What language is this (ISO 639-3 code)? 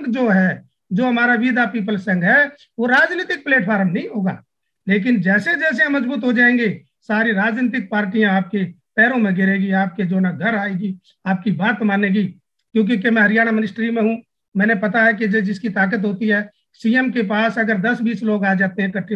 hin